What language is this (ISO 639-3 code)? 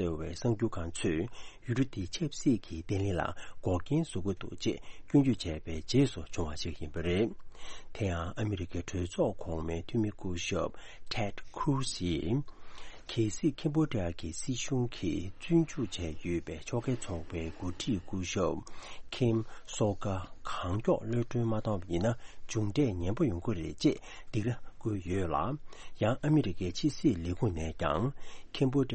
bod